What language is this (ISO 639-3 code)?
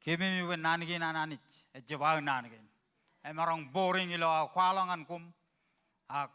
mah